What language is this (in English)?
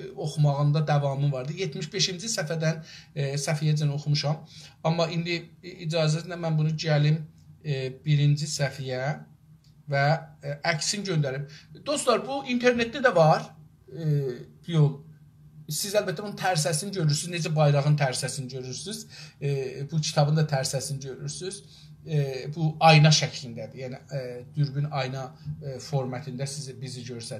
South Azerbaijani